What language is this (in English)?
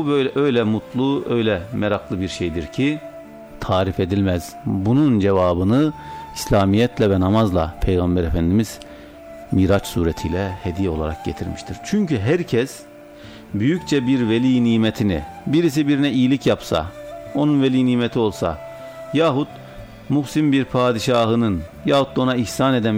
Turkish